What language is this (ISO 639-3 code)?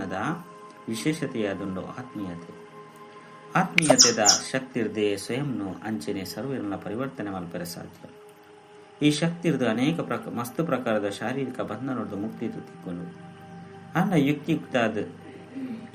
tcy